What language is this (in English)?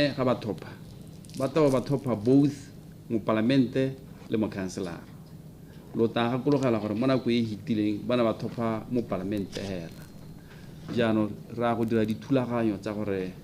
Tswana